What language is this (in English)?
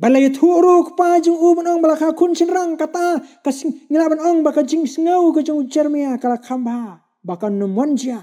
Khasi